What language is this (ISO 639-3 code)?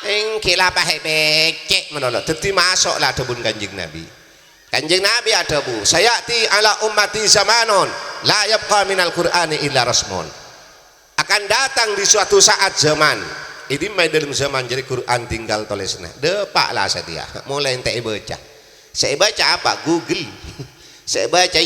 mad